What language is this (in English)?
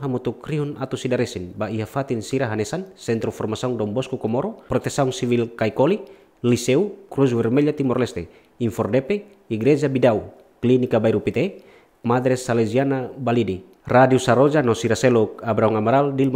Tetum